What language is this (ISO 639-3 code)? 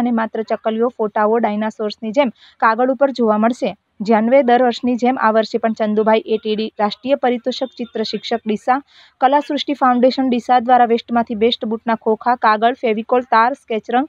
guj